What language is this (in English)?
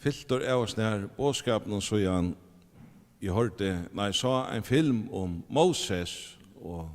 Faroese